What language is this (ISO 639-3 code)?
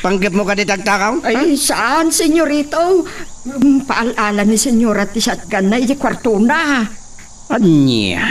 ilo